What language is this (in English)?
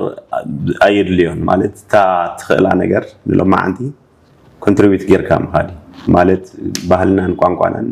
Tigrinya